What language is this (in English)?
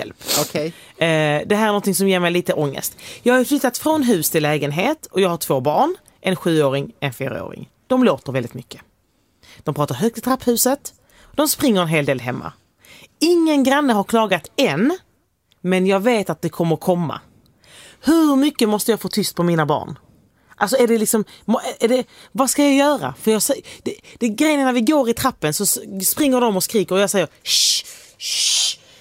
Swedish